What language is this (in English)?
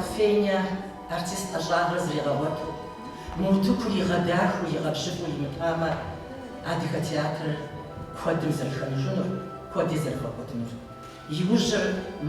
Kabardian